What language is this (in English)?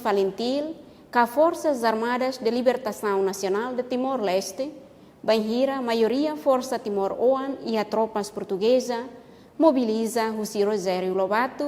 Tetum